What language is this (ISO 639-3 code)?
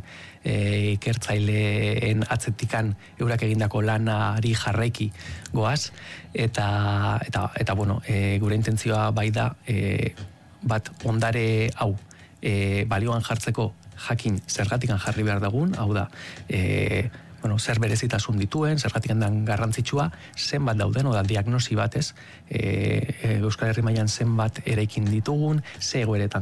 eus